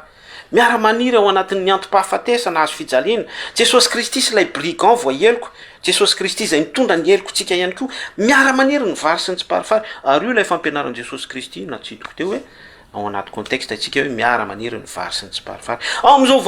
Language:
Malagasy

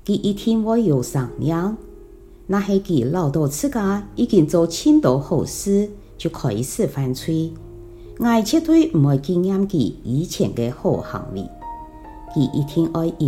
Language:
Hakka Chinese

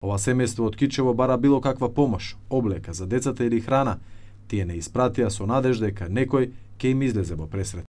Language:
Macedonian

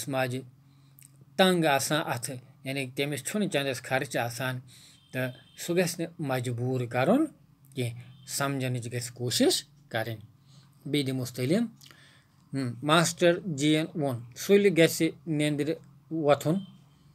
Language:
Kashmiri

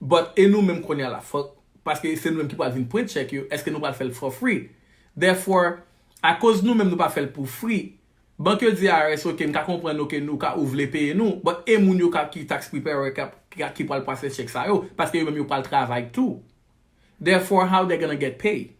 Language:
Haitian Creole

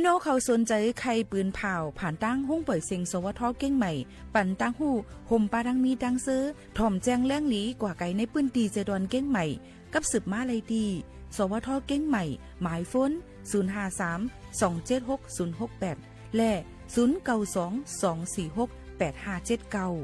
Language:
Shan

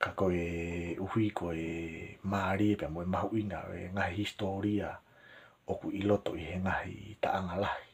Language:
Tongan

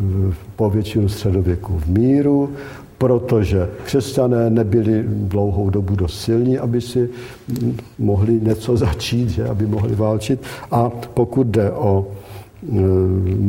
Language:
Czech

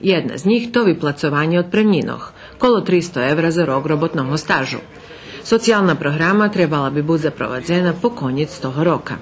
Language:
Rusyn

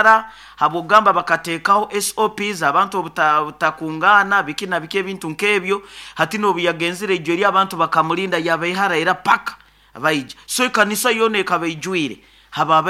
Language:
Nyoro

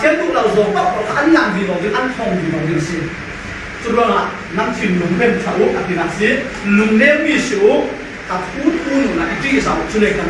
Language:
Falam Chin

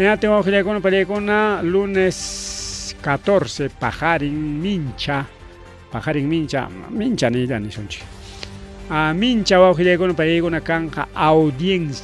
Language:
Ayacucho Quechua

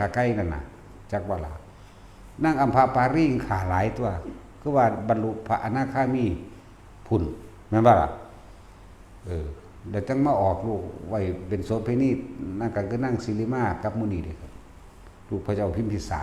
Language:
Northeastern Thai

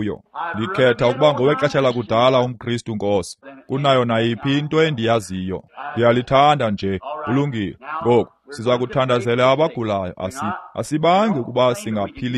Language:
Xhosa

